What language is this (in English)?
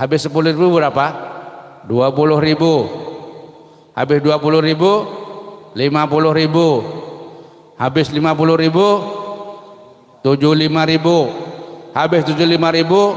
Banjar